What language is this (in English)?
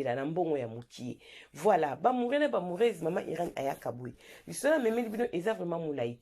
Lingala